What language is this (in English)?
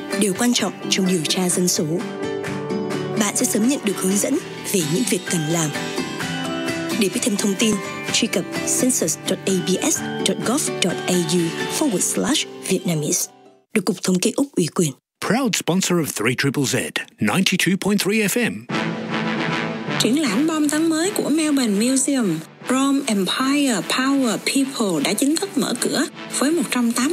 Vietnamese